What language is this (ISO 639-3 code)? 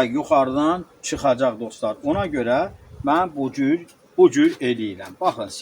aze